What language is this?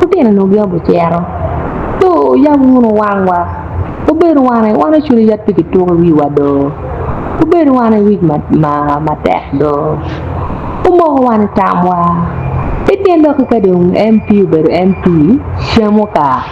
Acoli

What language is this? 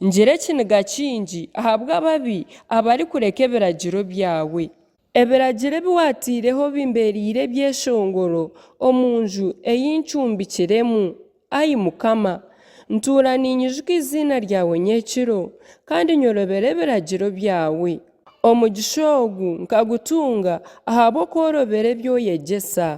Nyankole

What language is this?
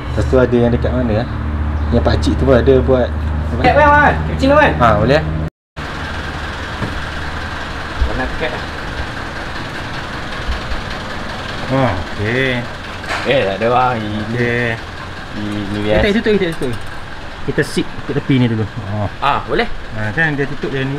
Malay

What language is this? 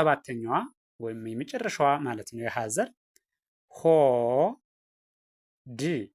Amharic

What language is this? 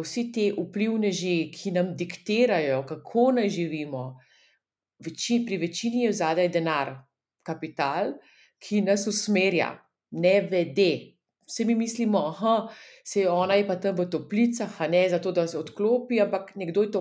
Slovenian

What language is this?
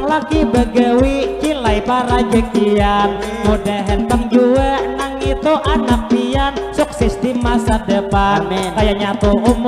Banjar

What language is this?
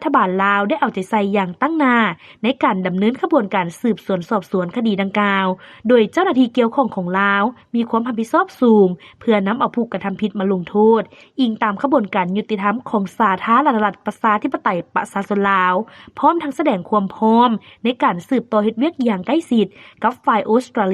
Lao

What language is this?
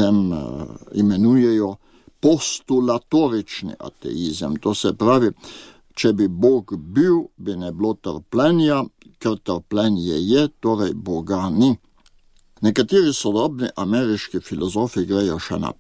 Slovenian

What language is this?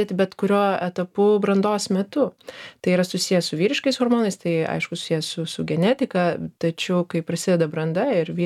Lithuanian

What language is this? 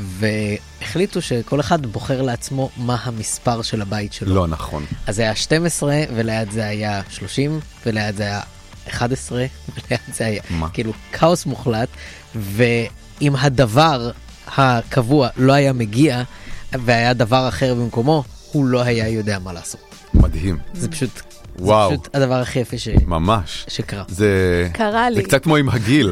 Hebrew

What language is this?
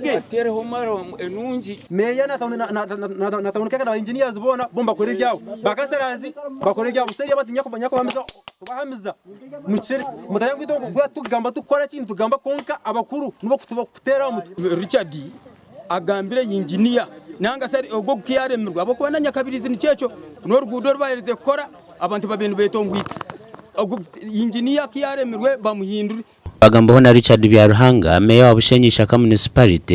Nyankole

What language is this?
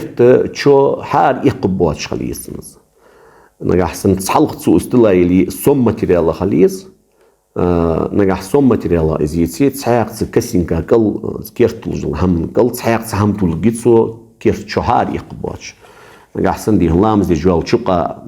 Ingush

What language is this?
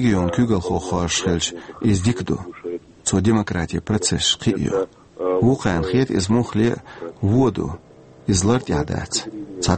Chechen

